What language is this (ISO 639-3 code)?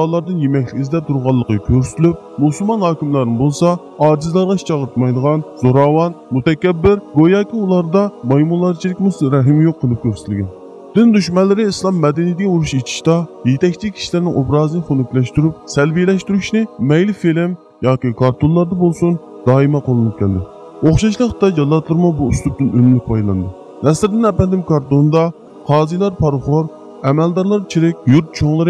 uig